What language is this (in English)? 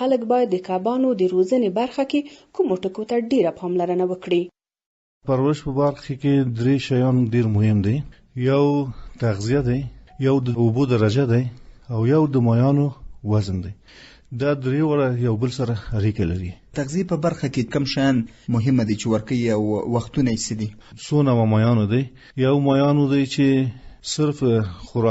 Pashto